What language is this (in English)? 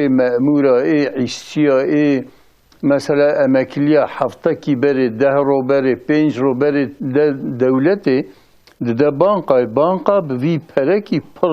Kurdish